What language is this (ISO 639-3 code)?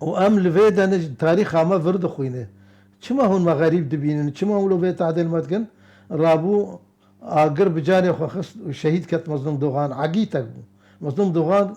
kur